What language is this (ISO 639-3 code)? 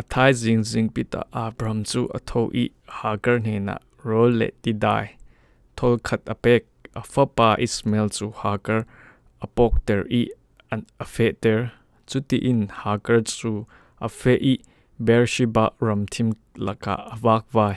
cfm